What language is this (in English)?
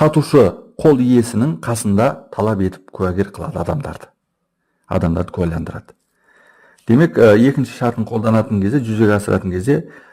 Kazakh